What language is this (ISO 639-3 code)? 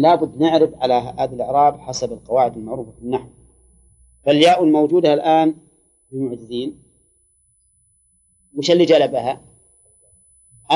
ara